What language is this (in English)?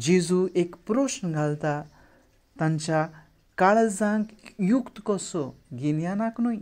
Konkani